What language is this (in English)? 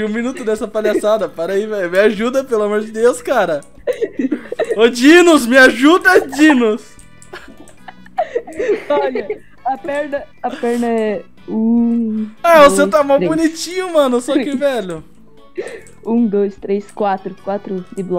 Portuguese